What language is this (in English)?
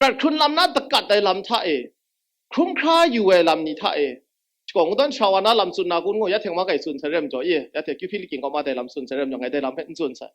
Kachin